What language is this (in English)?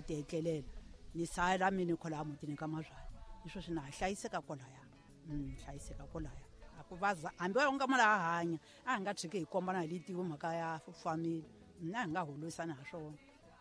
Tsonga